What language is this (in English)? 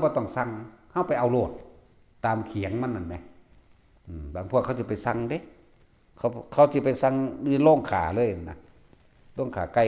Northeastern Thai